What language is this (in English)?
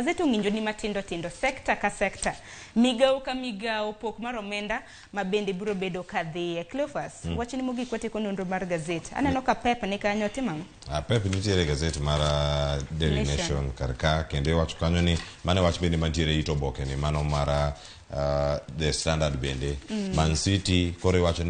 Luo (Kenya and Tanzania)